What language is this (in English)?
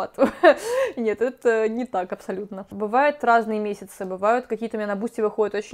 Russian